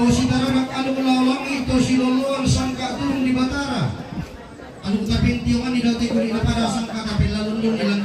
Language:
Toraja-Sa'dan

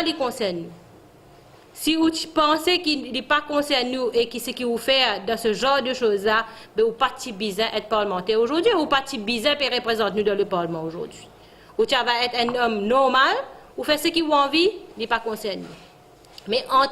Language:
Morisyen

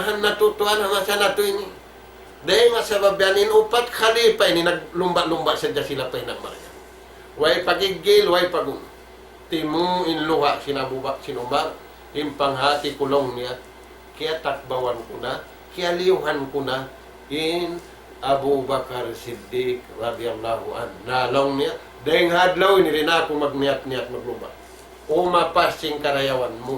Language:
Tausug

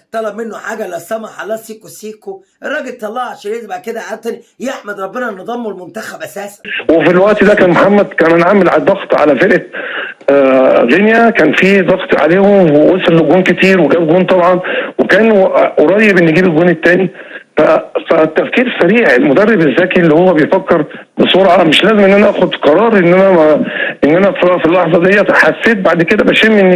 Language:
Egyptian Arabic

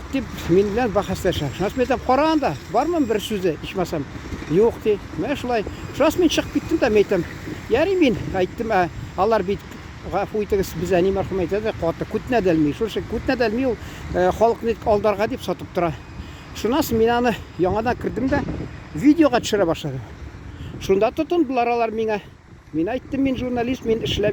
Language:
Tatar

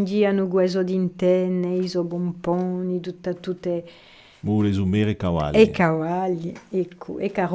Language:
Corsican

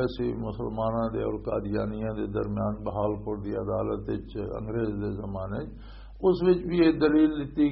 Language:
Western Panjabi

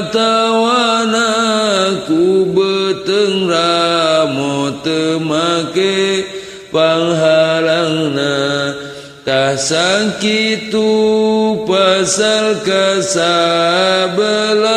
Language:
Sundanese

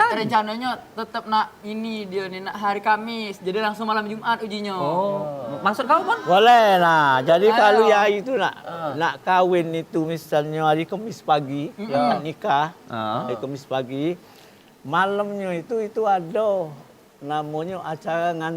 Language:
Musi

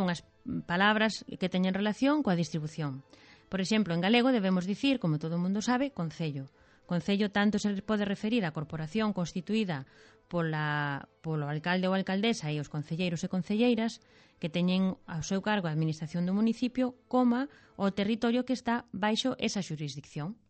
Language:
Galician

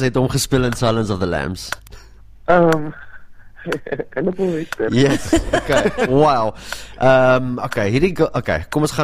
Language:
Afrikaans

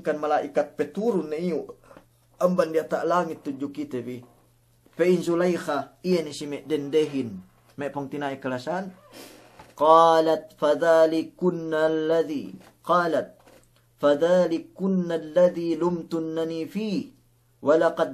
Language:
Yakan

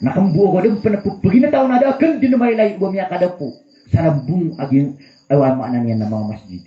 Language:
Maranao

